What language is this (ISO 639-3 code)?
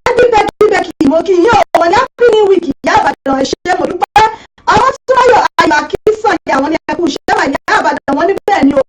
yor